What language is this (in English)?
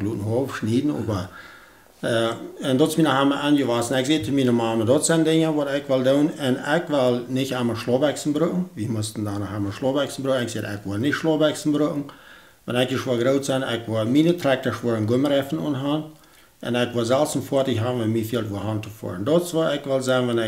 Plautdietsch